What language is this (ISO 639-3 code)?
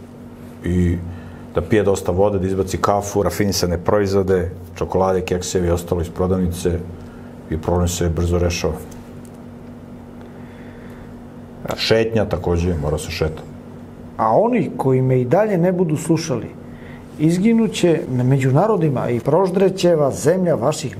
srp